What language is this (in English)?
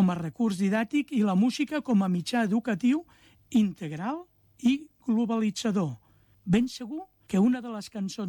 Catalan